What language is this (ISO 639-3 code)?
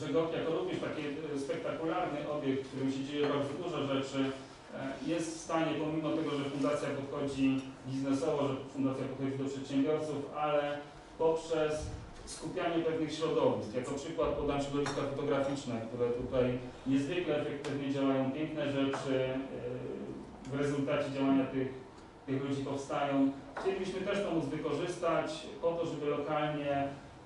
pol